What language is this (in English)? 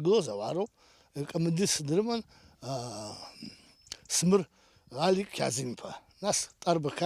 Abkhazian